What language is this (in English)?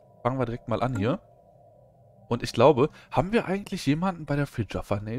German